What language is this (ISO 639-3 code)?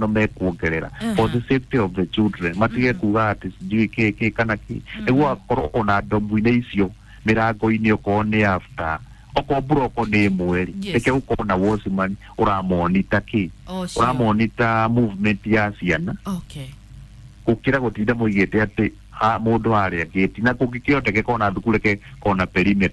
kik